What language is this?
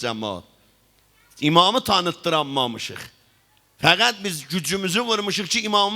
South Azerbaijani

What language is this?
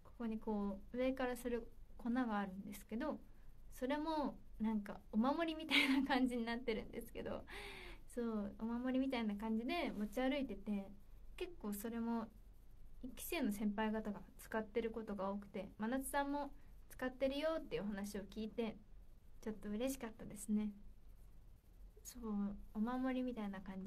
Japanese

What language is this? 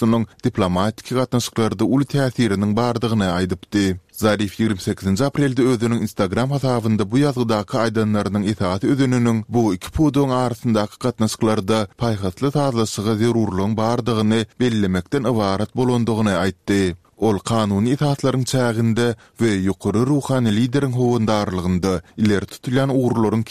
Turkmen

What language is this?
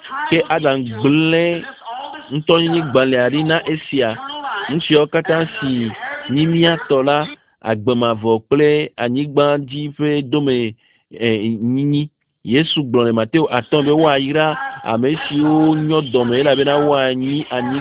Ewe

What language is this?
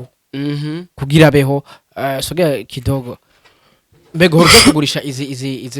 Rundi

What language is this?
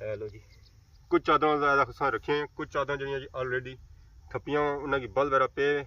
Pahari-Potwari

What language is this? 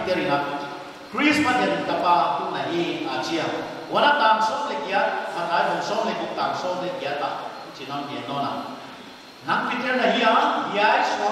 Paite Chin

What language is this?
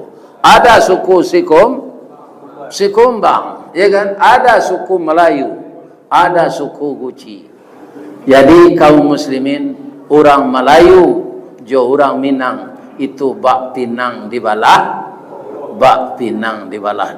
Minangkabau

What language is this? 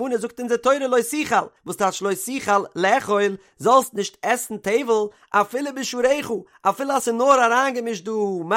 Yiddish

